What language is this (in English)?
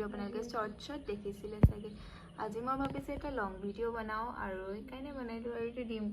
Assamese